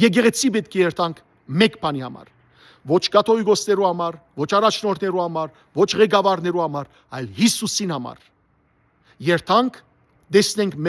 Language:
Western Armenian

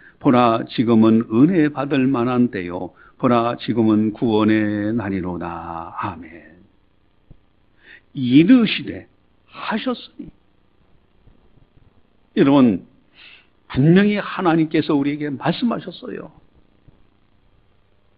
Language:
Korean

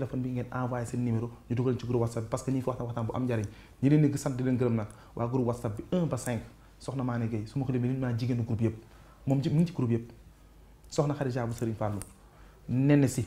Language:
Wolof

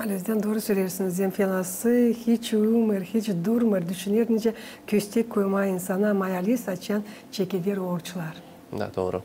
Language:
Gagauz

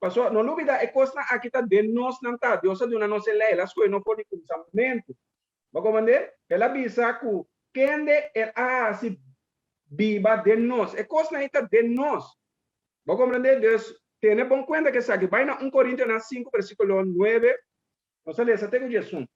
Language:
Papiamento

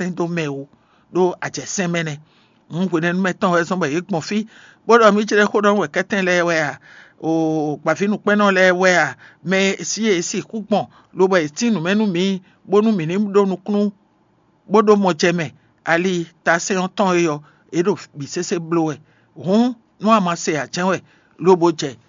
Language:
Fon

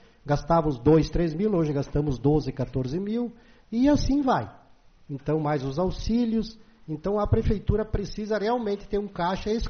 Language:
Portuguese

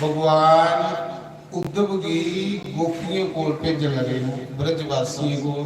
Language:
Dogri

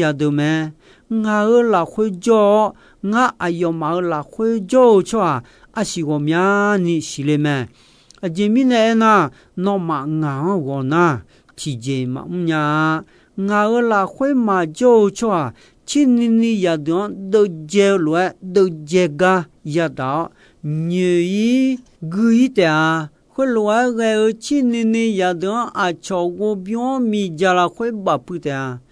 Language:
Akha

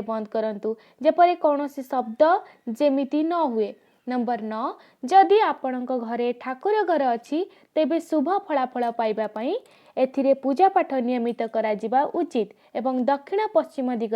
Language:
Odia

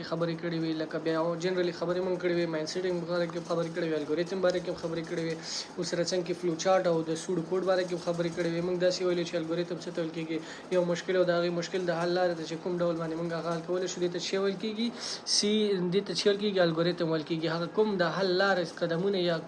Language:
Pashto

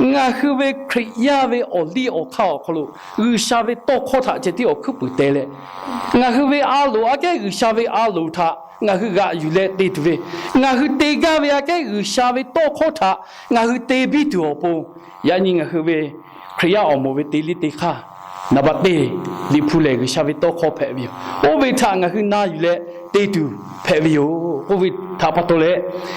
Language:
Lahu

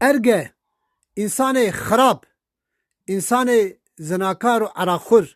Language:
Kurdish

